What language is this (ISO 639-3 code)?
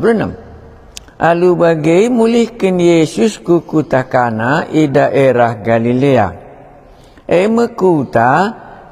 btx